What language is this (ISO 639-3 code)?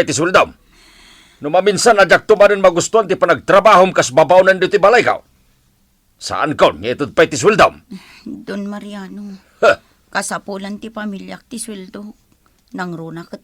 ilo